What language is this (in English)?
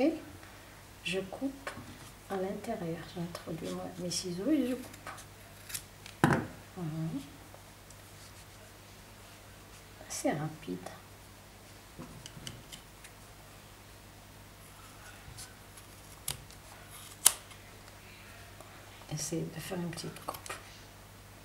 French